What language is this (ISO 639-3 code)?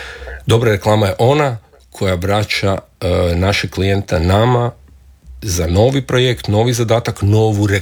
hrv